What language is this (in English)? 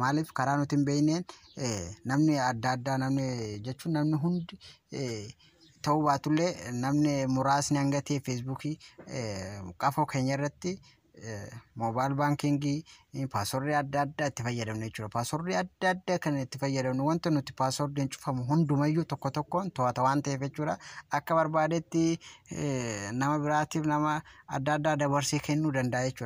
Oromo